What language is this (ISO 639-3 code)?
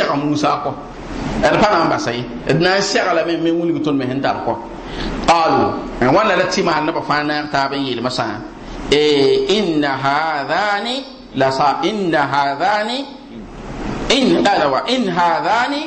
mos